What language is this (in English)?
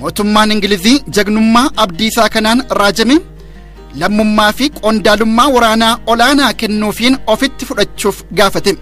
Oromo